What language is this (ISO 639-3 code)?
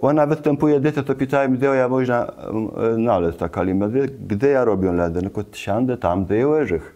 csb